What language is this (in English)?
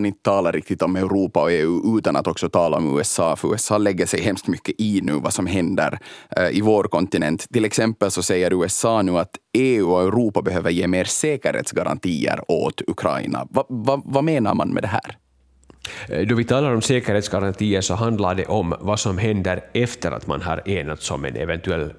Swedish